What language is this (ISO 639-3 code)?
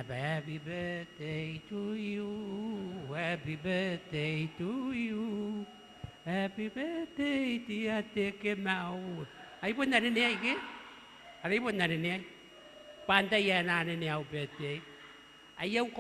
gil